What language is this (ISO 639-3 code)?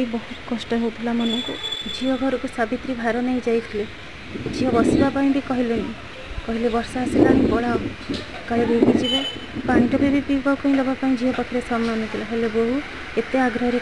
ori